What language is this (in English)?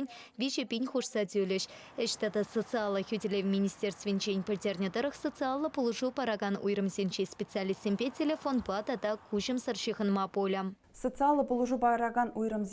Chuvash